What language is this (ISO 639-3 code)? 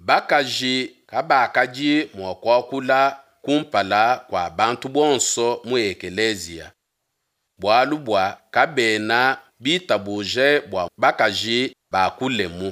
lua